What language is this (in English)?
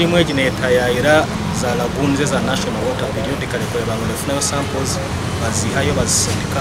Nyankole